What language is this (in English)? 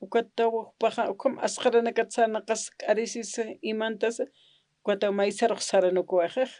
Aymara